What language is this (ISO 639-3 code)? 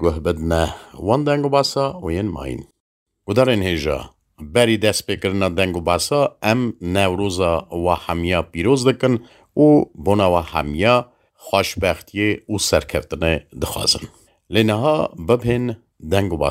kur